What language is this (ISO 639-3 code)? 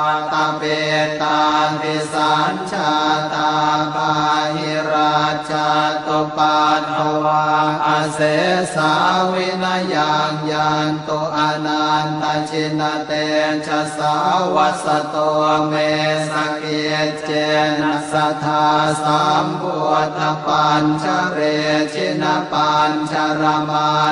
pli